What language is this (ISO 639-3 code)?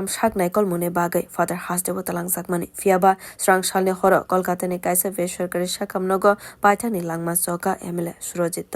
trp